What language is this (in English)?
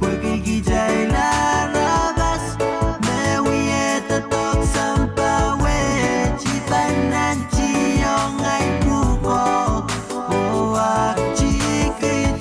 Pohnpeian